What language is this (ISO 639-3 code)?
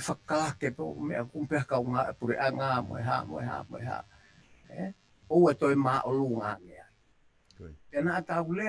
ton